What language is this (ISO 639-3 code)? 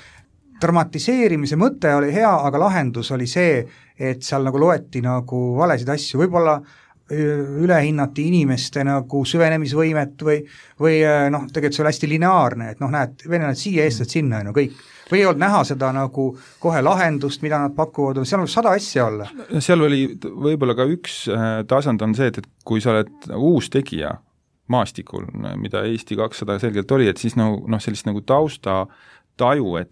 est